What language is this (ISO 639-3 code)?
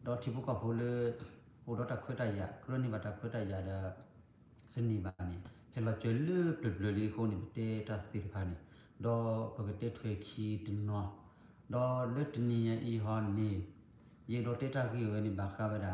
ksw